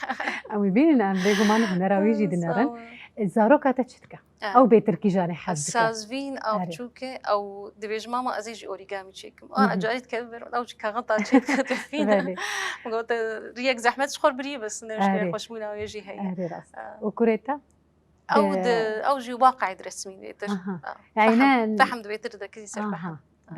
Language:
Kurdish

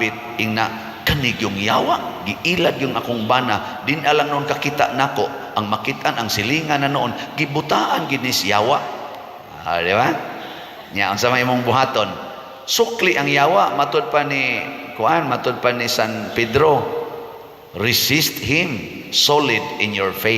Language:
Cebuano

